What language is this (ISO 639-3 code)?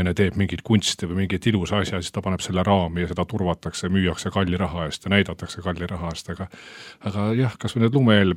est